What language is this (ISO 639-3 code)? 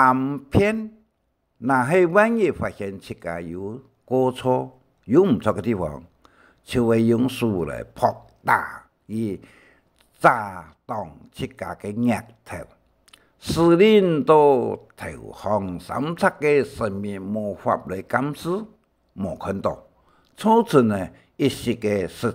hak